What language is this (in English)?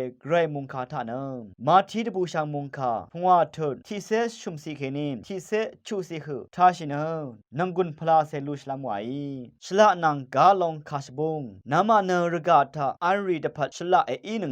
Rawang